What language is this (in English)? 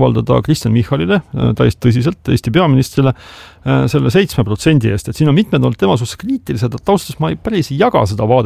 Estonian